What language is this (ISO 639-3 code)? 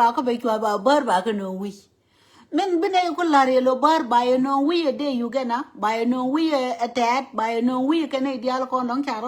nus